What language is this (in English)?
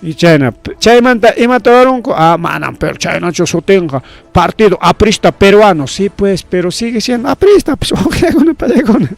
Ayacucho Quechua